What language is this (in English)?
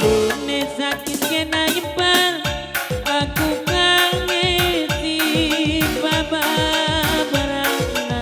Batak Karo